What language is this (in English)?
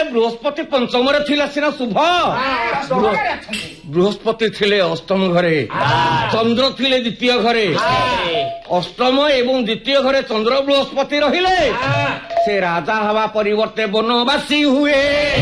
Odia